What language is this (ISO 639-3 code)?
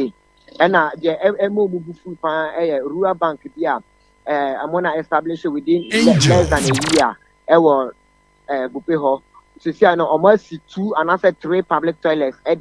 aka